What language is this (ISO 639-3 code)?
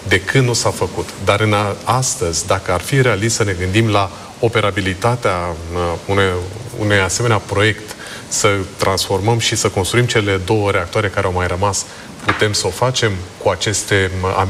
ron